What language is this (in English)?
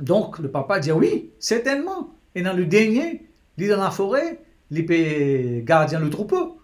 Morisyen